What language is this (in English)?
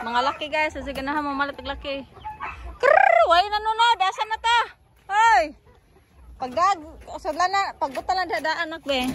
Cebuano